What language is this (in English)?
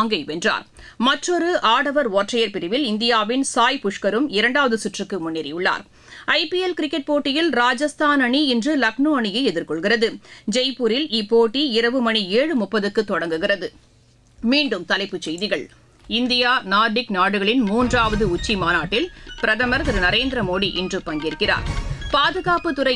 Tamil